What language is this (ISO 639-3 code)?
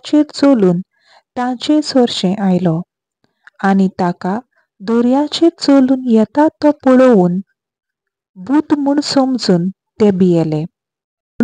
kok